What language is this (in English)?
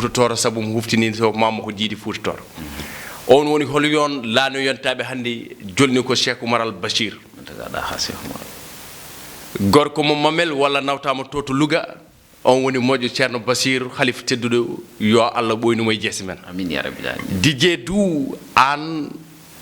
Fula